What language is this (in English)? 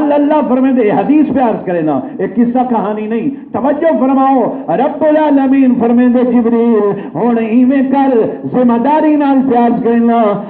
Saraiki